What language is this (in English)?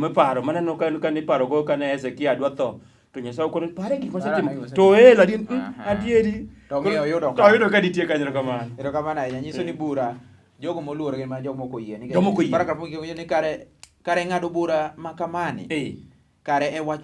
Luo (Kenya and Tanzania)